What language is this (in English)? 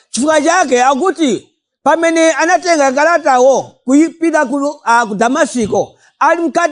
Nyanja